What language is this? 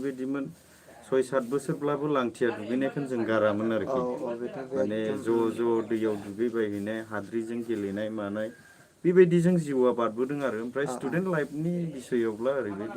Bodo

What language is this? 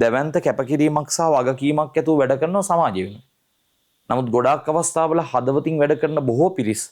Sinhala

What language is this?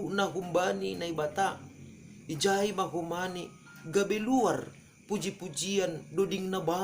Batak Simalungun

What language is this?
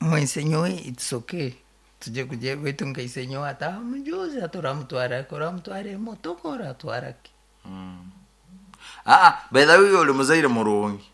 Nyoro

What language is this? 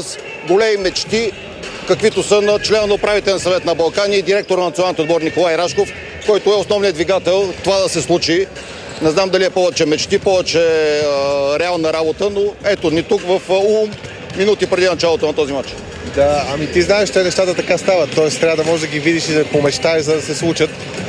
Bulgarian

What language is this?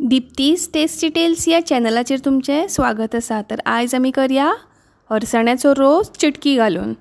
Konkani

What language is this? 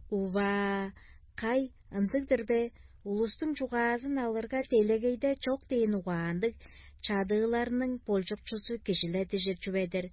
Tuvinian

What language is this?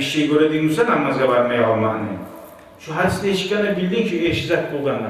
Kumyk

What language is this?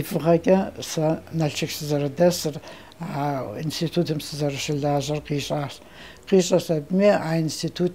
Kabardian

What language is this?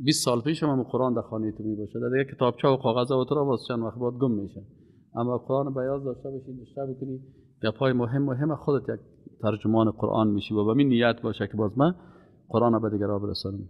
Persian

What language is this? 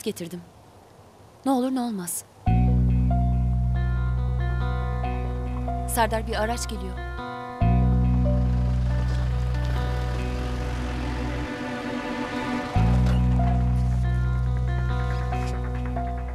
Turkish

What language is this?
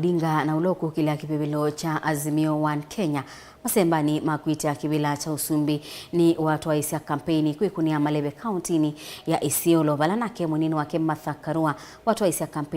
Kamba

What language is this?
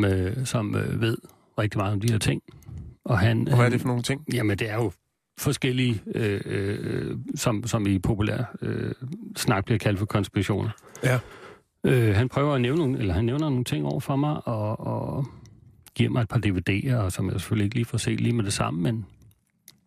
Danish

